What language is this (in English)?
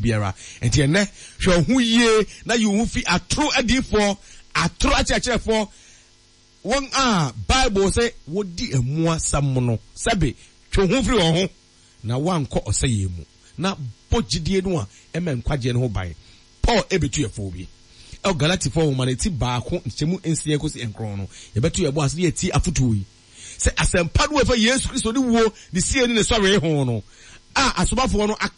Akan